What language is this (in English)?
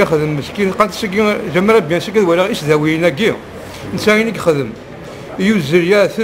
Kabyle